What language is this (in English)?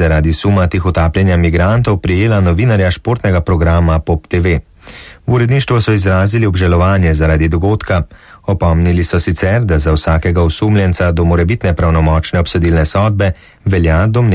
Slovenian